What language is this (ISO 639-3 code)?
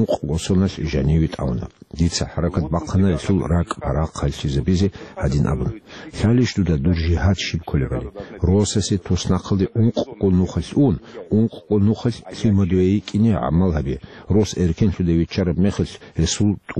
ava